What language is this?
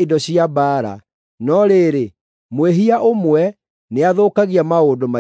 Kikuyu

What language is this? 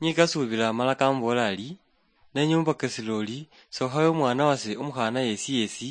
Luyia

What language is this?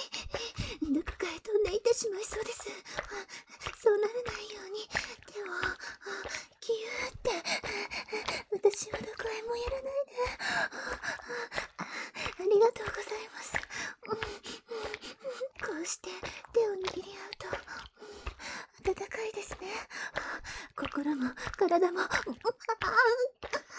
Japanese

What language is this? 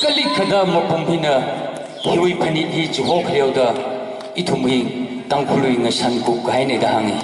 Tangkhul Naga (India)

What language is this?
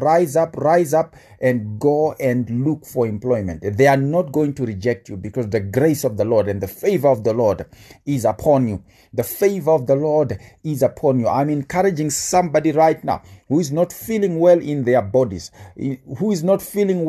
English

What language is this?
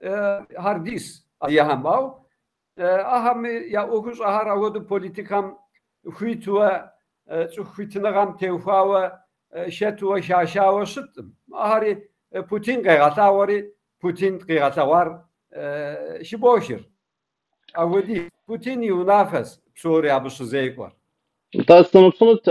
Kabardian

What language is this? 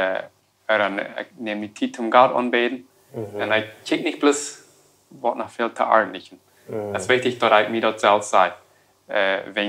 Plautdietsch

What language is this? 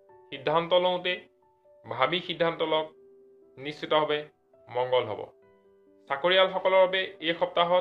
Assamese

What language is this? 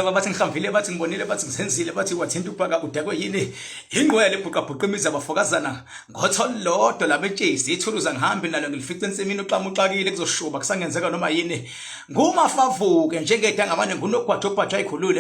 Zulu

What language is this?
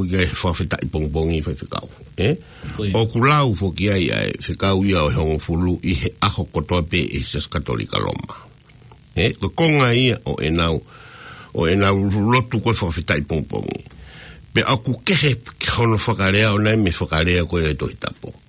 Tongan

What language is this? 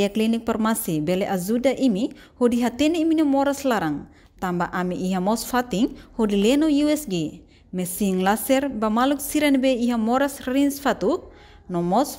Tetum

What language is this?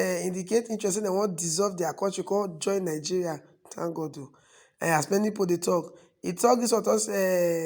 Nigerian Pidgin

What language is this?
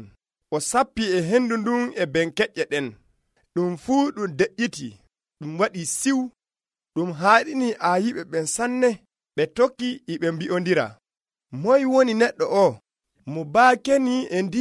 Nigerian Fulfulde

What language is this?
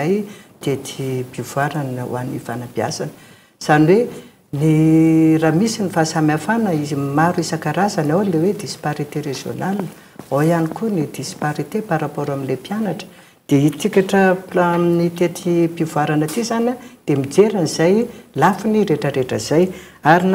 Malagasy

